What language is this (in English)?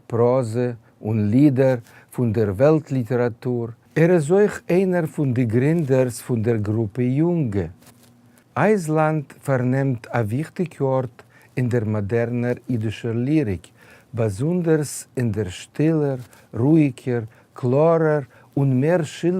Yiddish